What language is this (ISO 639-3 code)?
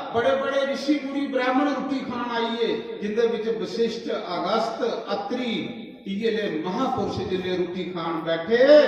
doi